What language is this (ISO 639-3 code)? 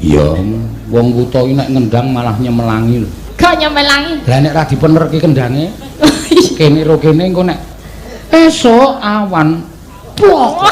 jav